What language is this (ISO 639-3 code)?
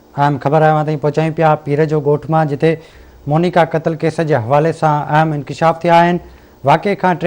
snd